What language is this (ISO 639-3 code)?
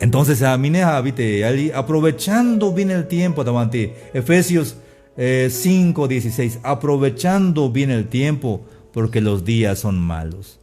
tzh